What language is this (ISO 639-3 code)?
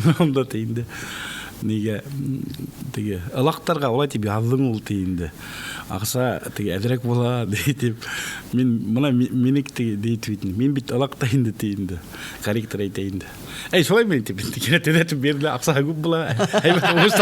bak